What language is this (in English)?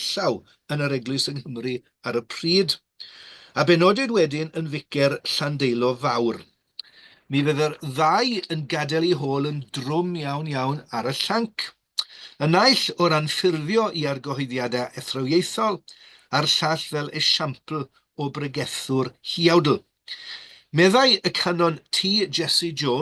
Welsh